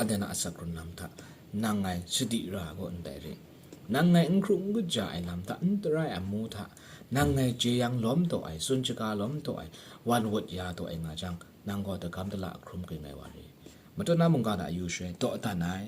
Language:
Kachin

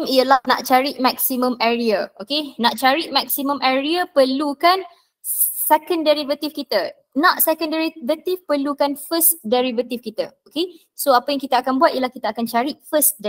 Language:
Malay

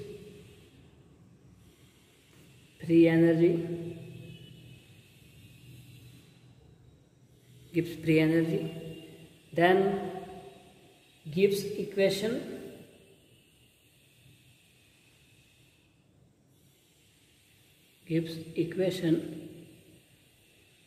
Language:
Gujarati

